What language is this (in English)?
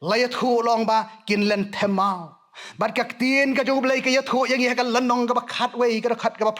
Khasi